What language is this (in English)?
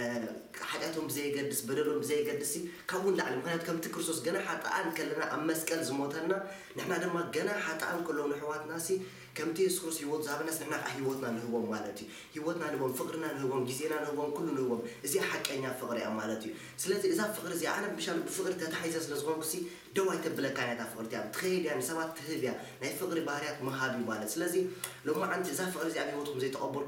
Tigrinya